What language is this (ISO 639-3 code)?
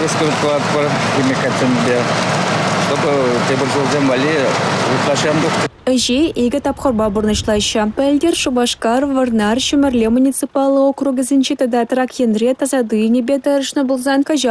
chv